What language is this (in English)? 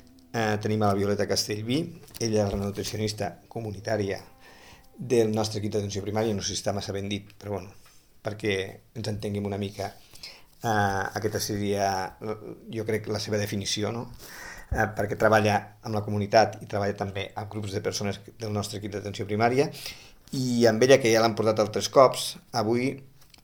Catalan